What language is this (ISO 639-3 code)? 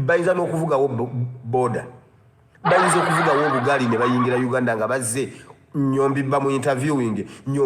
lug